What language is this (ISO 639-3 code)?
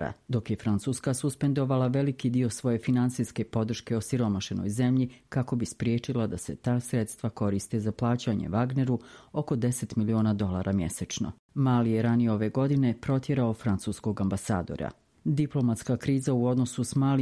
bos